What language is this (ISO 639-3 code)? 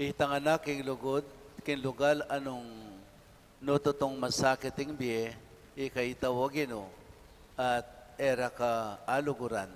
pam